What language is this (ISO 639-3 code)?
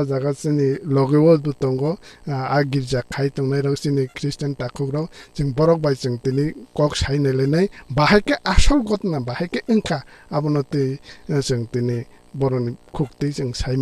trp